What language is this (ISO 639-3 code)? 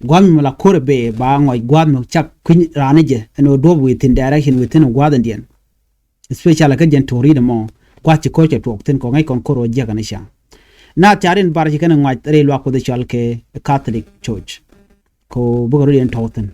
nus